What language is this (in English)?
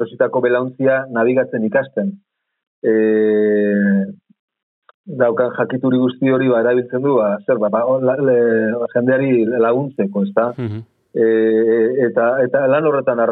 Basque